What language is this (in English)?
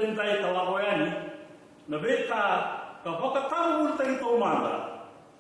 Fijian